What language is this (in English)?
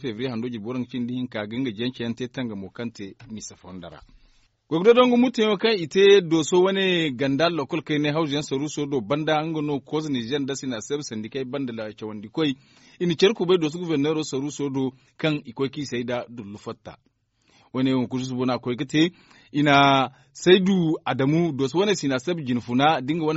Zarma